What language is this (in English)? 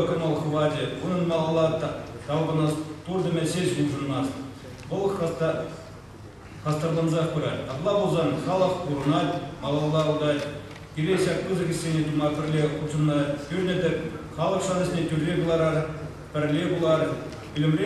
Chuvash